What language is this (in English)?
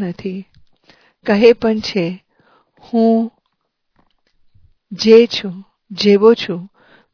Gujarati